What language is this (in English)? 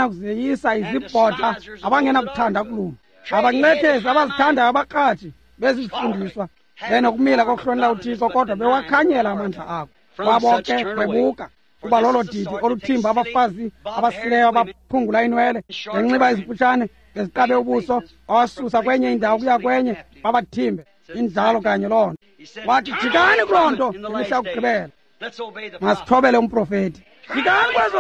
Xhosa